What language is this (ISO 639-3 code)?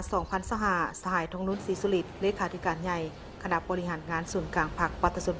lao